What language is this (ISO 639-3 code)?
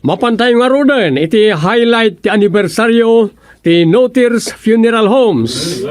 ilo